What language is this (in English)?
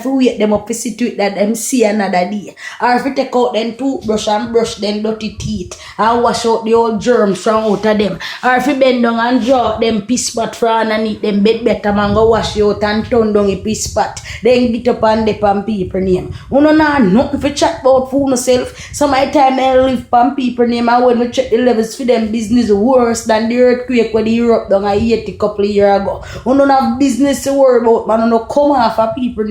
Jamaican Creole English